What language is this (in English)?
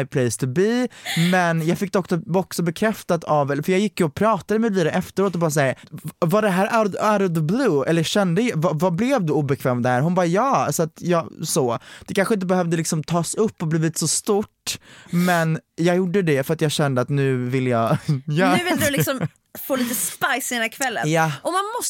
Swedish